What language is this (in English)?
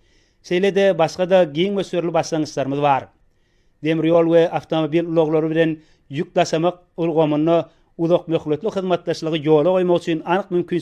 Turkmen